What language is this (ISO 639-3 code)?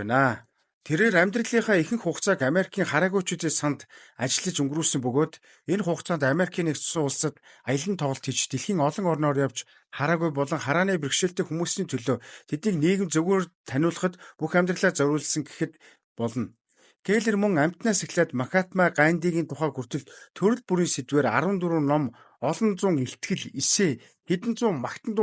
mon